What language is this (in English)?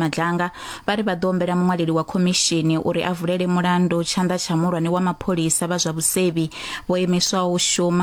Venda